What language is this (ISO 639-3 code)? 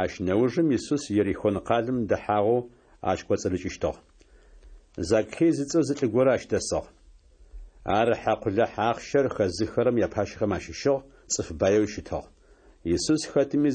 kbd